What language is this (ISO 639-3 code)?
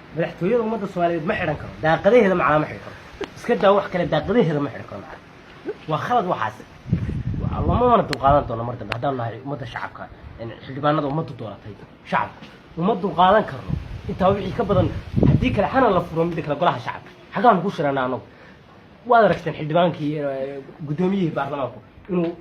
som